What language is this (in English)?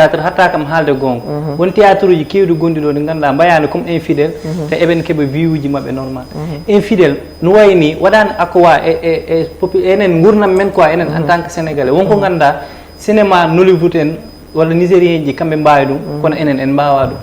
Fula